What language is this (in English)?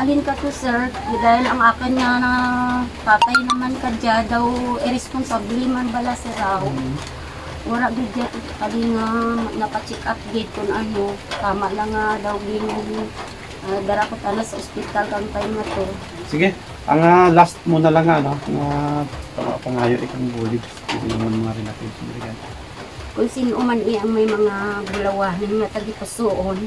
Kinaray-a